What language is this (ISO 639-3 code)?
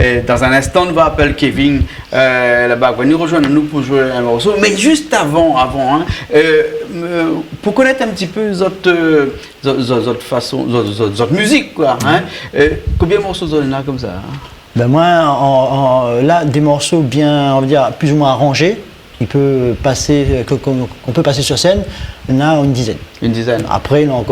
rcf